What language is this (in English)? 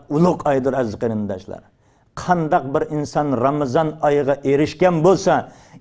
Uyghur